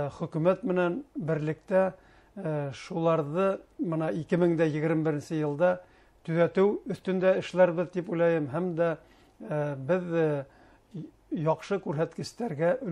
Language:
Bashkir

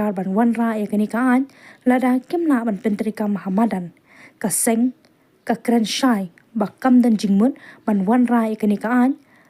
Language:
Khasi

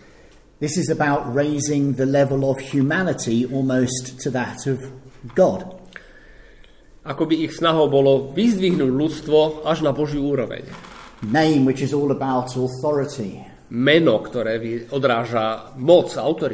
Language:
Slovak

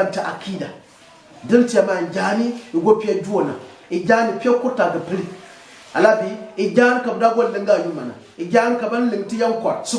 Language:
Gourmanchéma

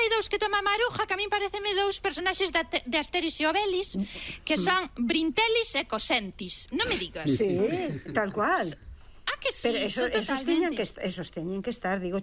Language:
Galician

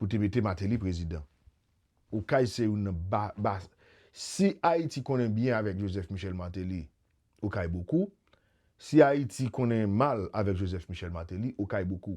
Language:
Haitian Creole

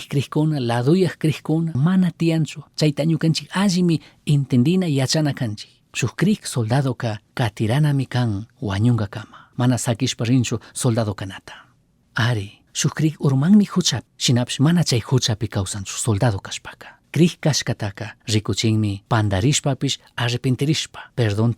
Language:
Chimborazo Highland Quichua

